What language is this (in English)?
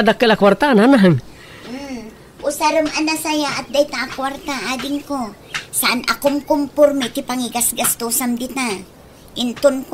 Iloko